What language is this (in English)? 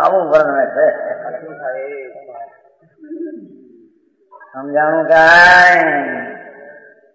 Gujarati